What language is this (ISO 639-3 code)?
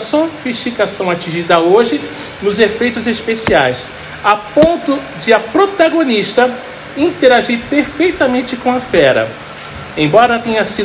por